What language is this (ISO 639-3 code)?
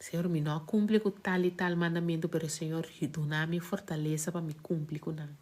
pap